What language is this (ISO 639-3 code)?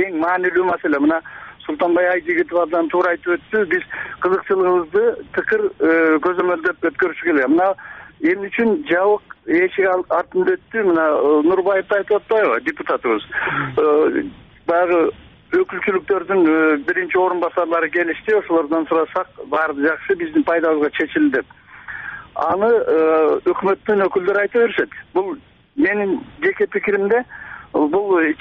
kir